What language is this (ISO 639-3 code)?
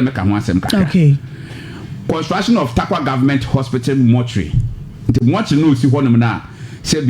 aka